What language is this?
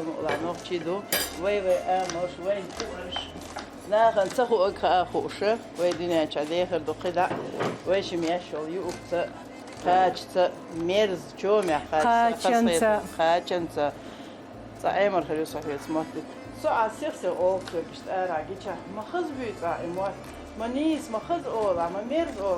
Chechen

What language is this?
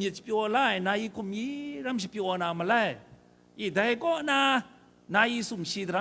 Kachin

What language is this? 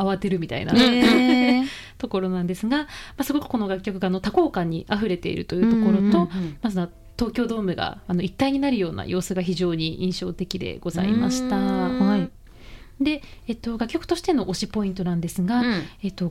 Japanese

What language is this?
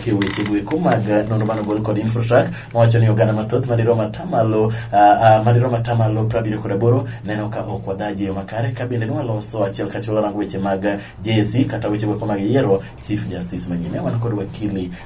Luo (Kenya and Tanzania)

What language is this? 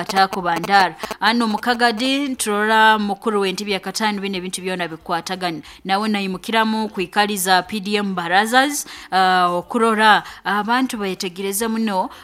Nyoro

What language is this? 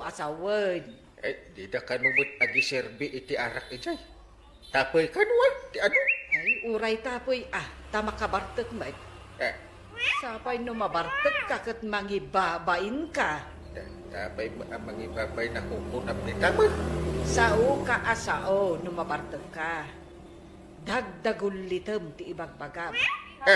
Iloko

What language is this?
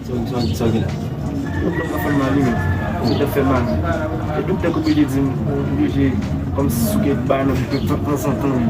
Haitian Creole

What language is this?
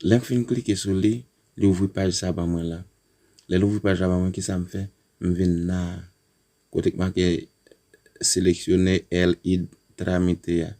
Haitian Creole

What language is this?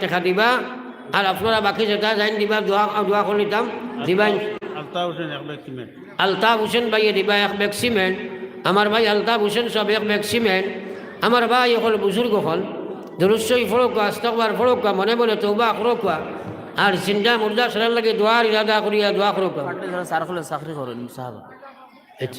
Sylheti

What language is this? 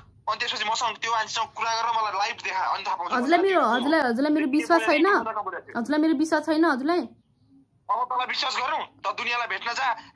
Nepali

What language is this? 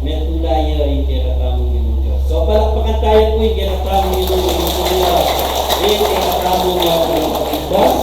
Pampanga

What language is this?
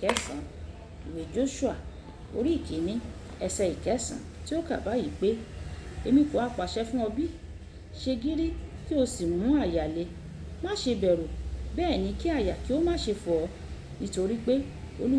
Yoruba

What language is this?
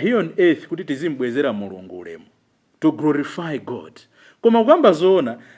Nyanja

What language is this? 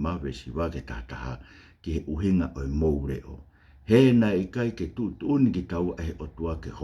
Tongan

